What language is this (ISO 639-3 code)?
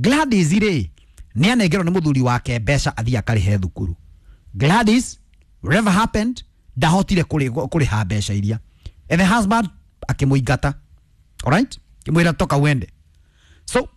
kik